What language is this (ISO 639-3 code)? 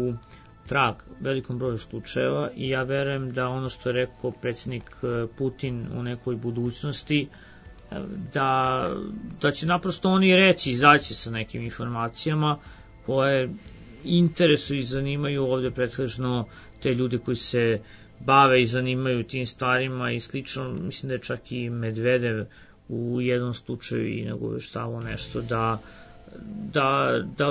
srp